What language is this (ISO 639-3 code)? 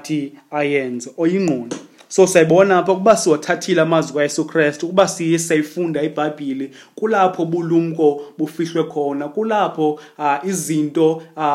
xho